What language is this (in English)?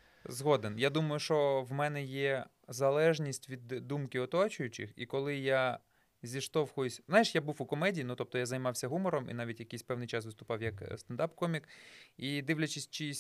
Ukrainian